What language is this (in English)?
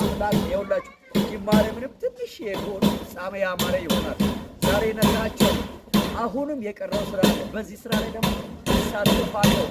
Amharic